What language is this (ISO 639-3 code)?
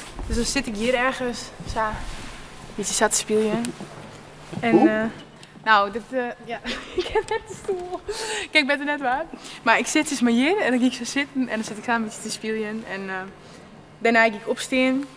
fry